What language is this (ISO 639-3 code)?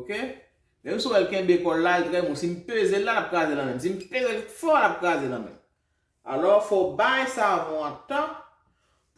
hat